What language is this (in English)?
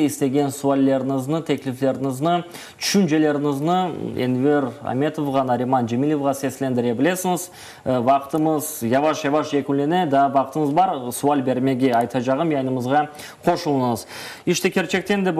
Crimean Tatar